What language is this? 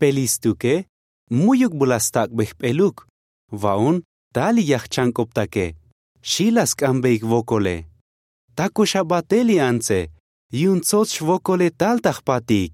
Tzotzil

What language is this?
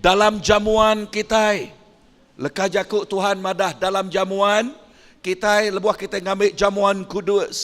Iban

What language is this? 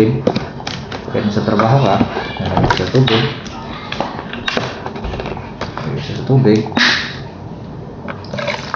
Filipino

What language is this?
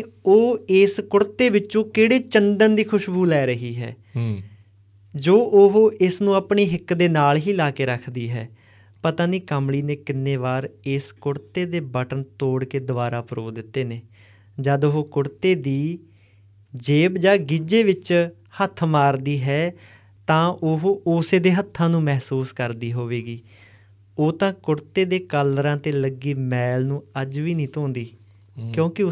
Punjabi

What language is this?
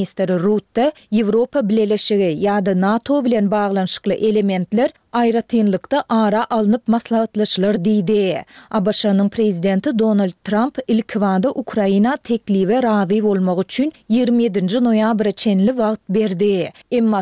Turkmen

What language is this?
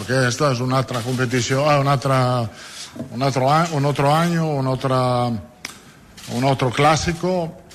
Catalan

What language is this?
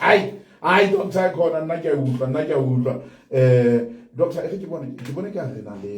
Southern Sotho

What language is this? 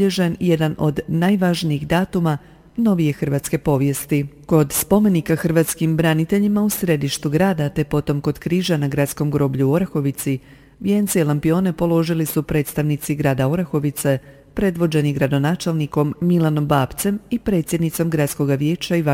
Croatian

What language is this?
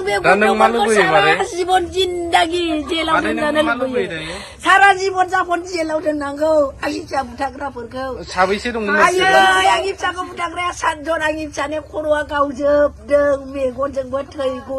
Bodo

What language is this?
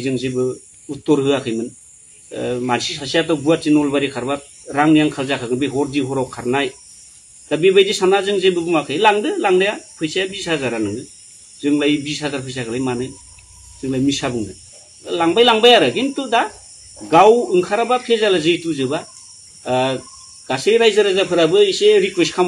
Bodo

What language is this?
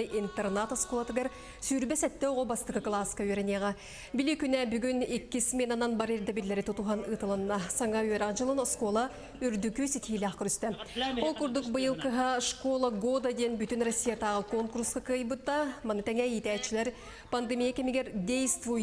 Yakut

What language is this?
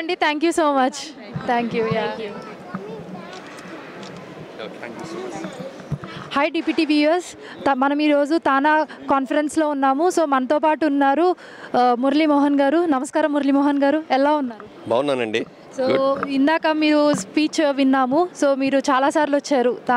Telugu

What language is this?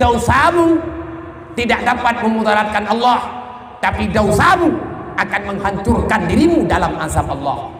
Achinese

